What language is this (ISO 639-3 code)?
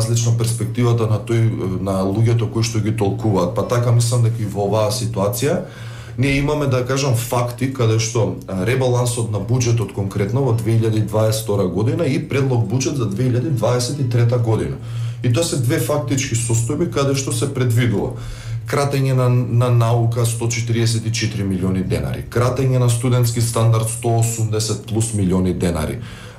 mkd